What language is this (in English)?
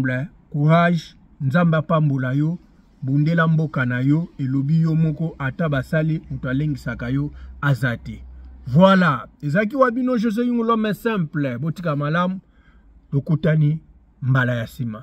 Lingala